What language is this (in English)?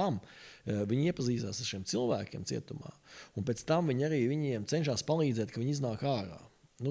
Latvian